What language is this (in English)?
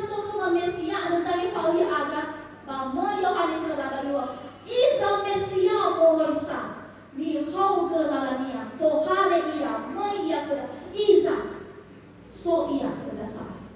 Nias